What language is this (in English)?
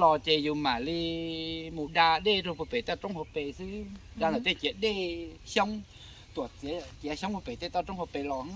Hmong